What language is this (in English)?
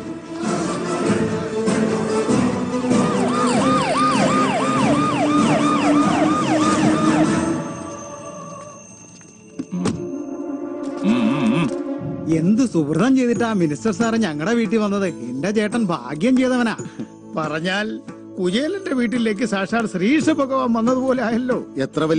Malayalam